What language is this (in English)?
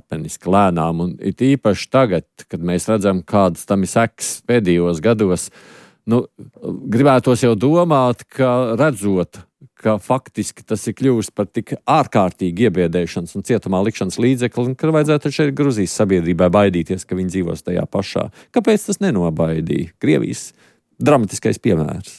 Latvian